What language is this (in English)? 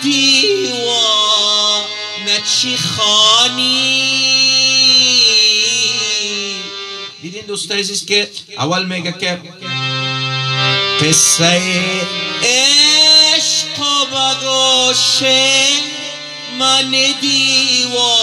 Persian